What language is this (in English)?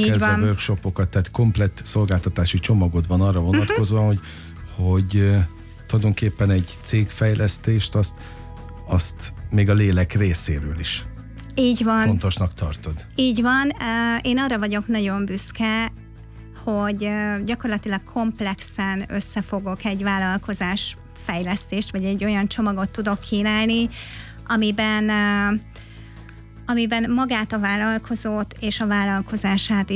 Hungarian